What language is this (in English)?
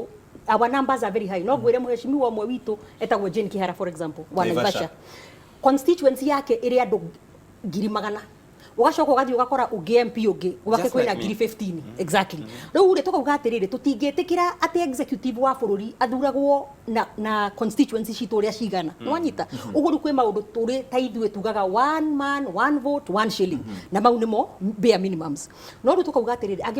Kikuyu